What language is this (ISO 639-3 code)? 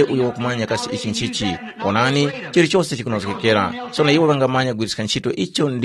tum